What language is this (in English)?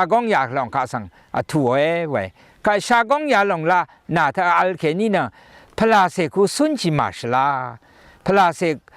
Rawang